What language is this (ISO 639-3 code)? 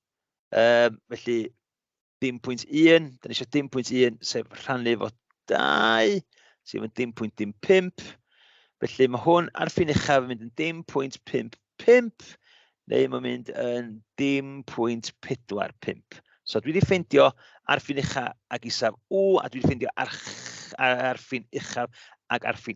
cym